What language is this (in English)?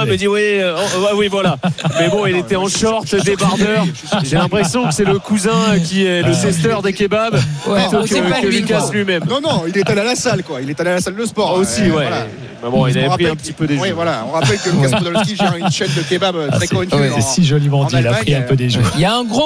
French